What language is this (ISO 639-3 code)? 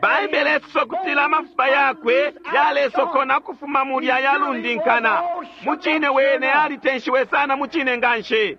bem